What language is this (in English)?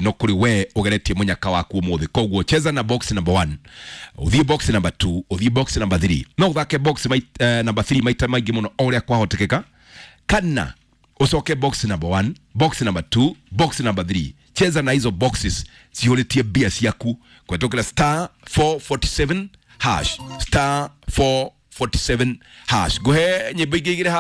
Kikuyu